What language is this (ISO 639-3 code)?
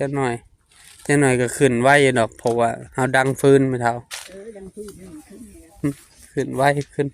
tts